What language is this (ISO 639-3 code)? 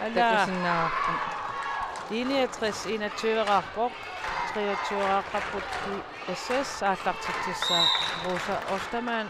kal